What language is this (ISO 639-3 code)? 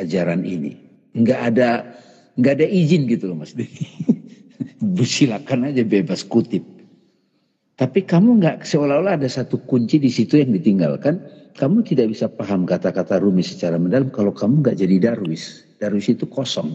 ind